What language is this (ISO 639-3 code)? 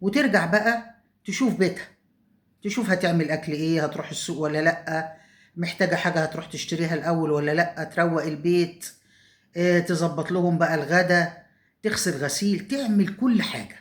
arz